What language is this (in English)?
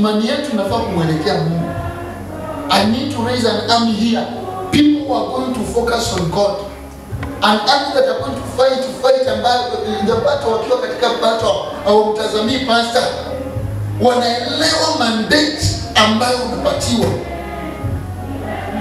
Swahili